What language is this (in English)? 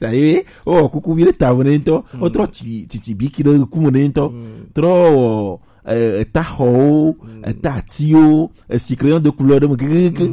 Gen